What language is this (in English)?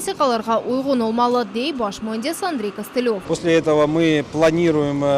Crimean Tatar